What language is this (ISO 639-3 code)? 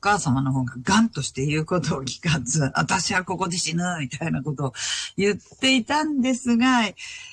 jpn